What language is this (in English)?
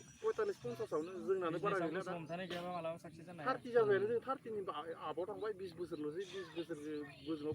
Bodo